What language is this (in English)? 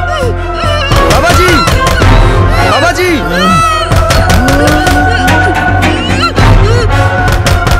Bhojpuri